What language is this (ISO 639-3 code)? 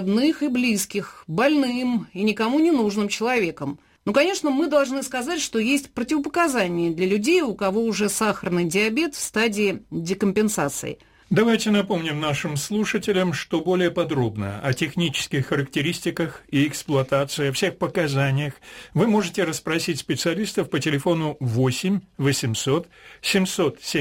rus